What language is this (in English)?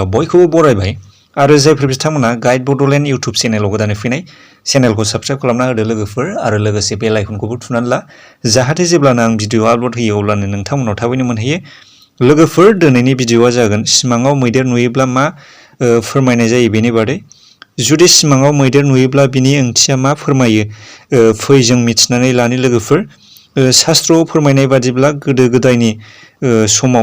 Bodo